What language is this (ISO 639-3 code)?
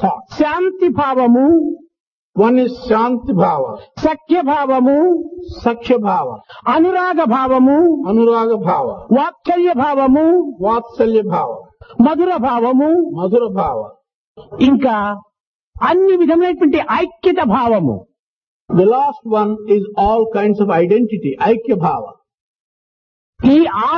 tel